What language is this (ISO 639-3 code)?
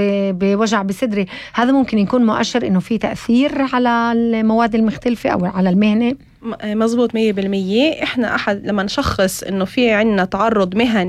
apc